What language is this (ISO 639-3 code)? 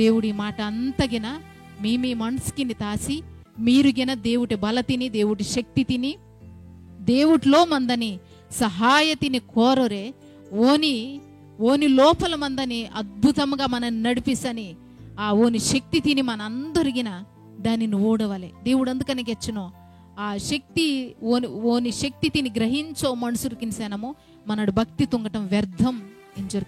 kff